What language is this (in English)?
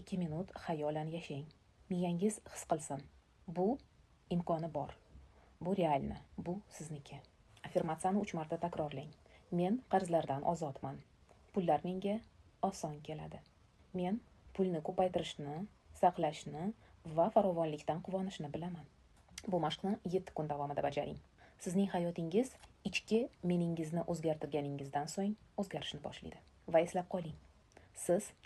Uzbek